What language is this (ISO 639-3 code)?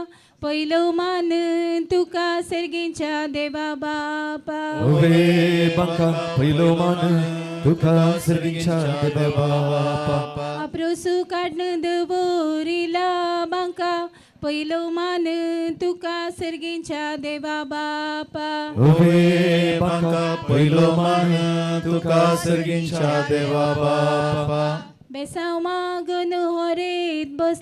kok